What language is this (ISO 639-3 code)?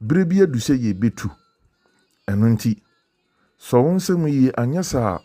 aka